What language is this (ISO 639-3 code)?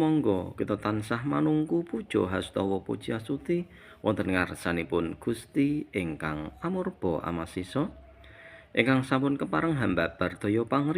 jav